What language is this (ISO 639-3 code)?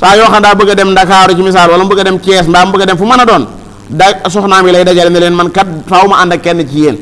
wol